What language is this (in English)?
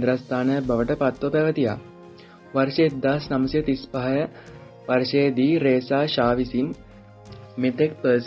Sinhala